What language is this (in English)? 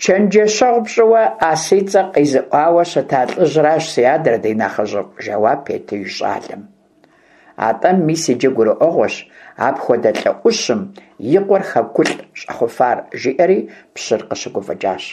Kabardian